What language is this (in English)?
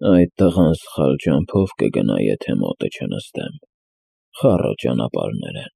Armenian